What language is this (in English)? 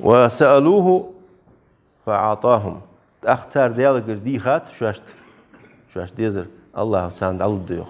Ingush